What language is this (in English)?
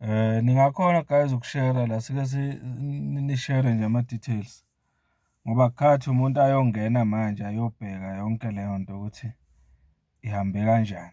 Zulu